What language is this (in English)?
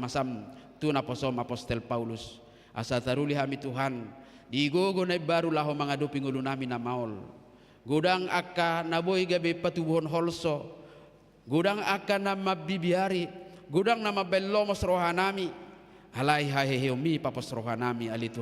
Batak Toba